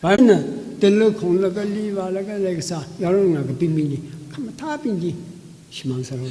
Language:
Tangkhul Naga (India)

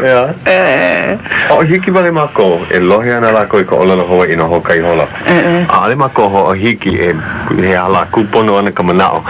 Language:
Hawaiian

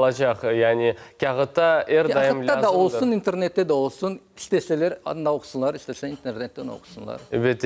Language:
Crimean Tatar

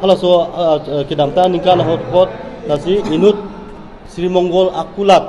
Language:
Karbi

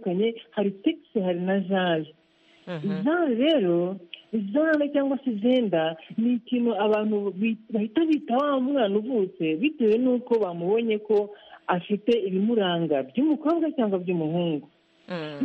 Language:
Kinyarwanda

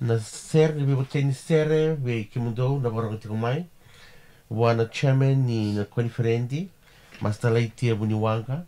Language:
Fijian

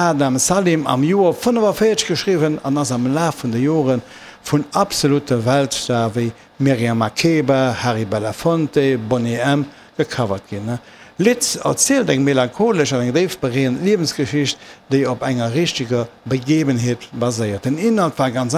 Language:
Luxembourgish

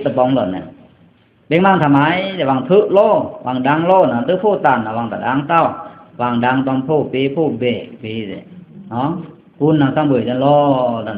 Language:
Pa'o Karen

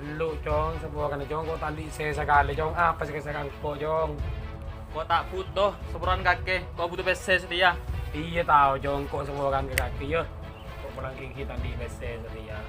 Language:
Madurese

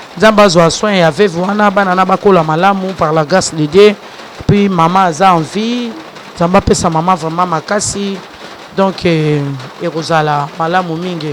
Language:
Lingala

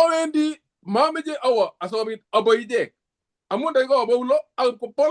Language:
Kalenjin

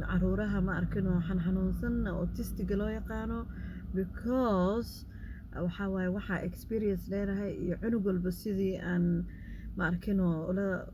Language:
Somali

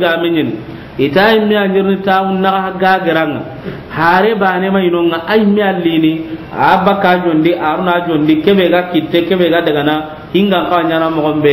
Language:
Soninke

